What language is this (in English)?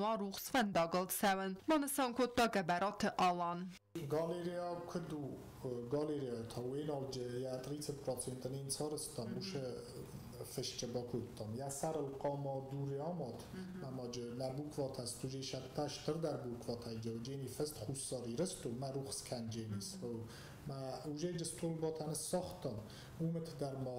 Ossetic